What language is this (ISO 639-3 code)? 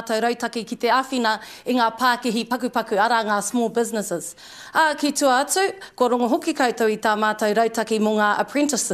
mri